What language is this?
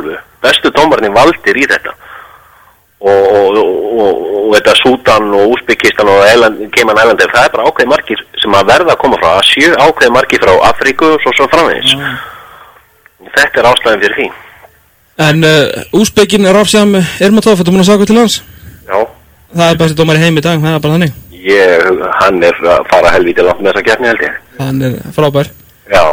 Icelandic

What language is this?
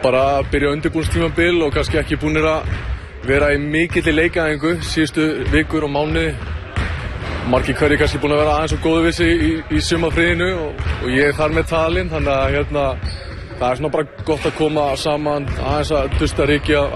Icelandic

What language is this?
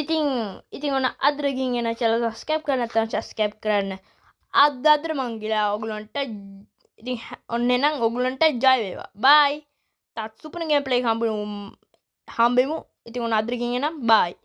Sinhala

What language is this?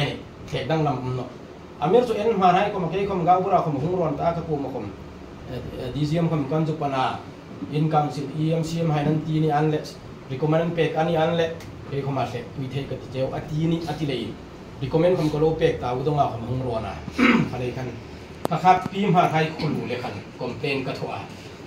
Hmar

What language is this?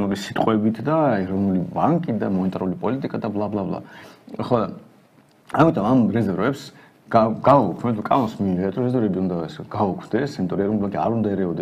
Georgian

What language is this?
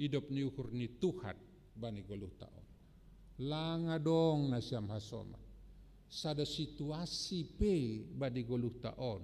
Batak Simalungun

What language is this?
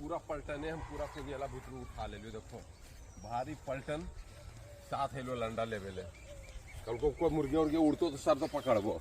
Magahi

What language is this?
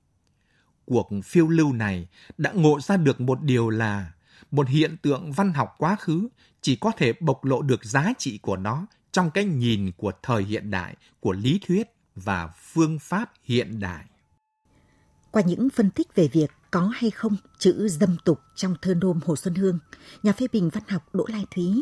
Vietnamese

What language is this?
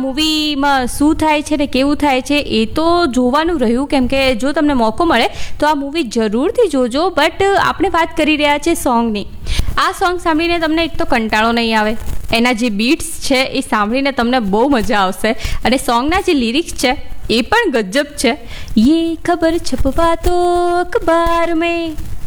Gujarati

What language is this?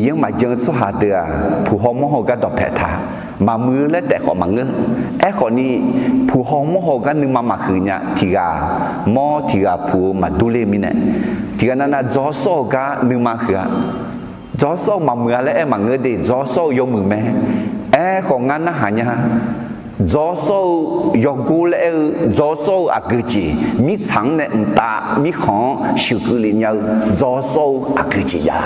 Akha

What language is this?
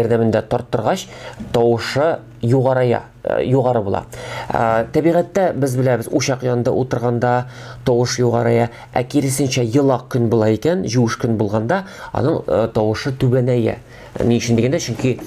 Tatar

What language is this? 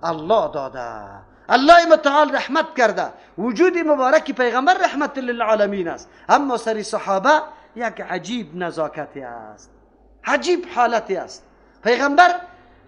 Persian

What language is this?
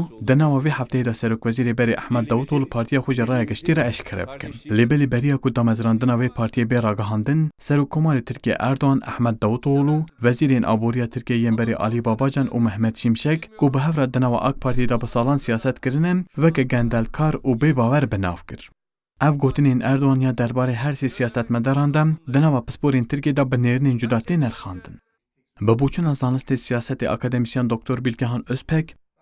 Kurdish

